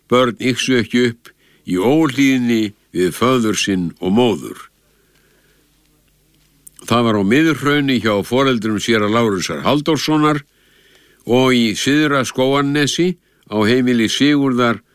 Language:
Icelandic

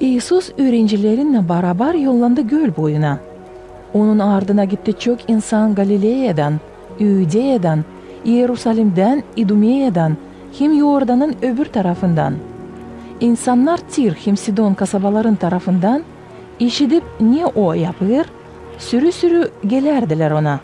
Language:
Gagauz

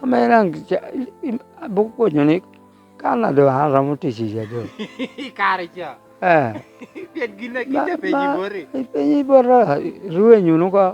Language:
Lango (Uganda)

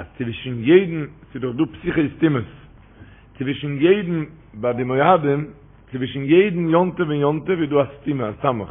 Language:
Yiddish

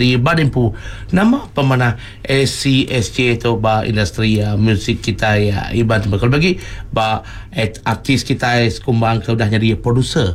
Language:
Iban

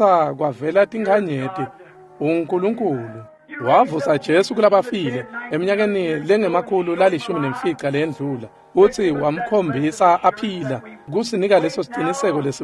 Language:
Swati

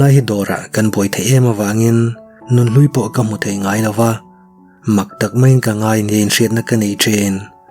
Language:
Mizo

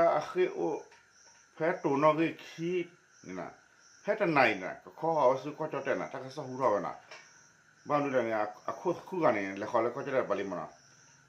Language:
S'gaw Karen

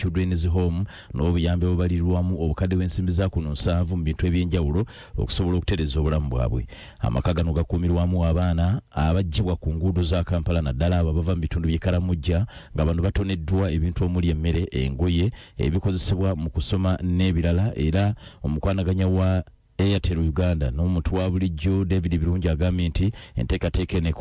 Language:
Ganda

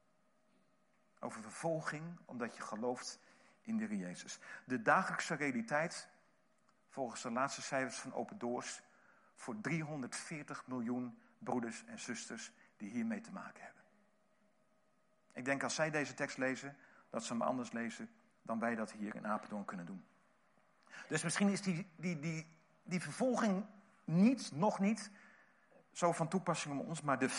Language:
Dutch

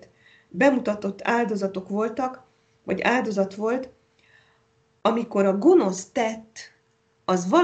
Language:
Hungarian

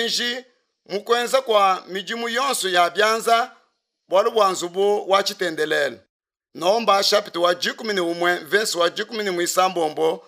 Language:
Luba-Lulua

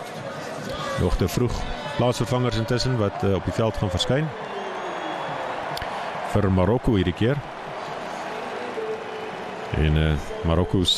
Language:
Afrikaans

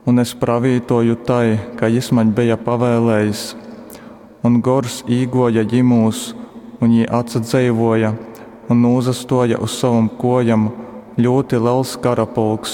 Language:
Latgalian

